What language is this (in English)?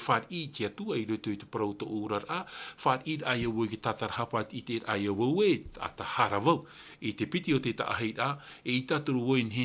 Tahitian